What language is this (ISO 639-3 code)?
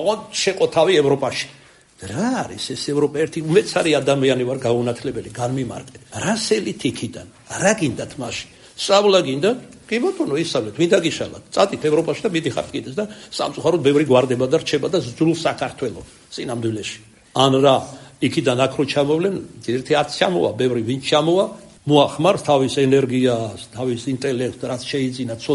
kat